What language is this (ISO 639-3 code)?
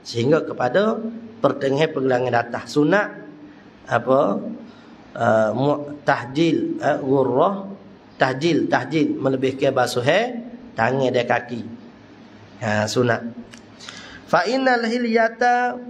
msa